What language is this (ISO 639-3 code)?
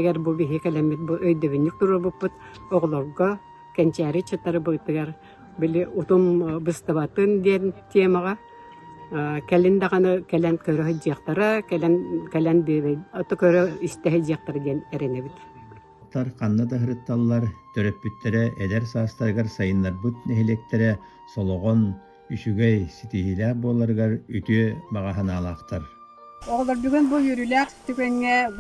sah